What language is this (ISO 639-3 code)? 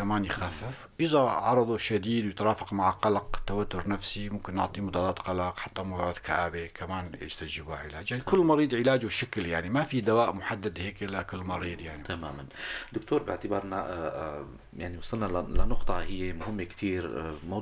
apc